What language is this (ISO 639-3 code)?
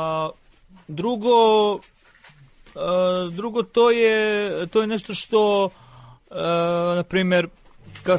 srp